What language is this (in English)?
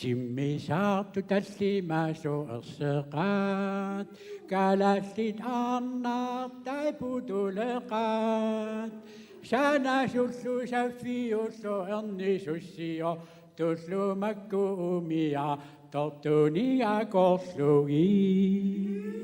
Kalaallisut